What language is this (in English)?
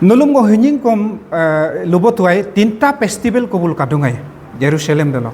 Adi